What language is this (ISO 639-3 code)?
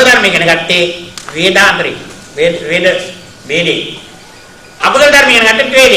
sin